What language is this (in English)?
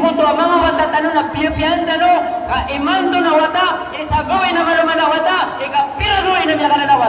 Maranao